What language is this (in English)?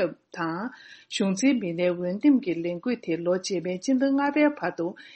Tibetan